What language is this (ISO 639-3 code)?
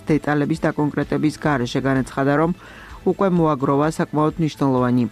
kat